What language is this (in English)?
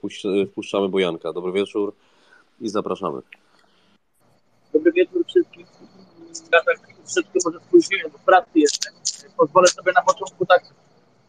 Polish